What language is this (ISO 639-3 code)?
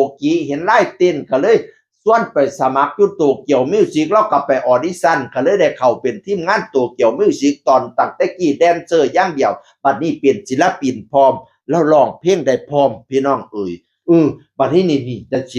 tts